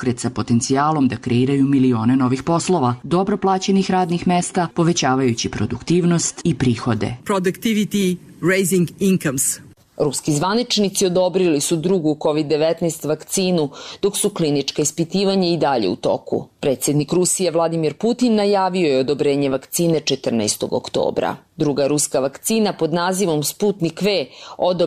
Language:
Serbian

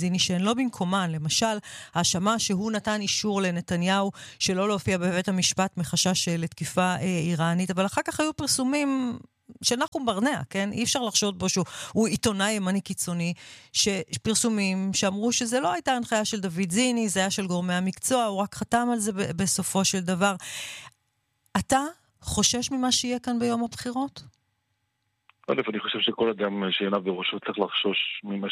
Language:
Hebrew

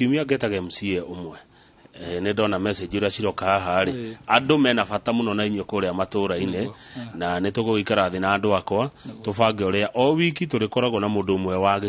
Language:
Kikuyu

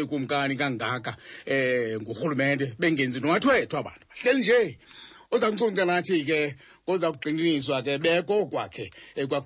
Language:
Xhosa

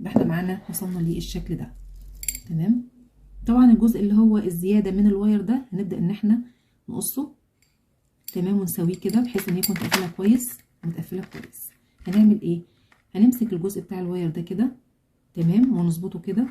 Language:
Egyptian Arabic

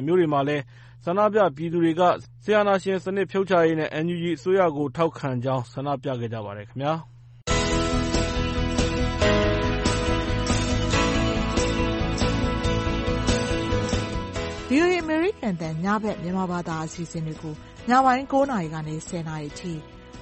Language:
Burmese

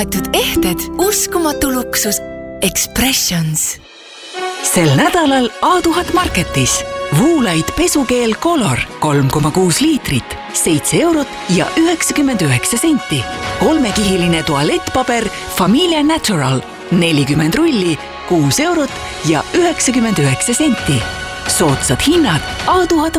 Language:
Estonian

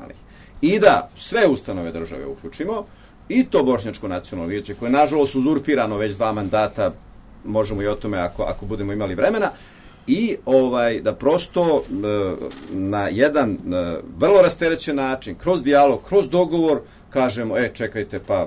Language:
Serbian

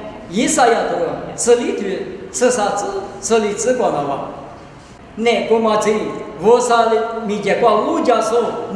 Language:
Lisu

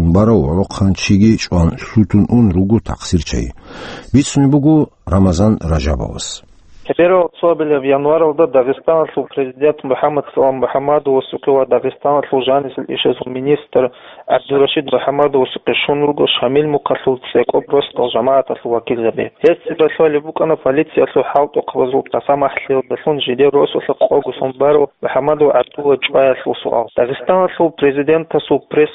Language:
Avaric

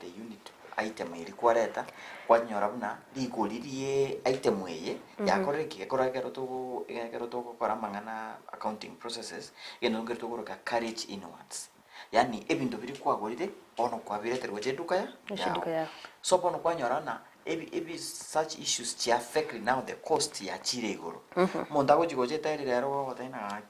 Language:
Gusii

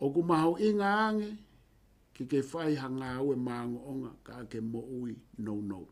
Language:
Tongan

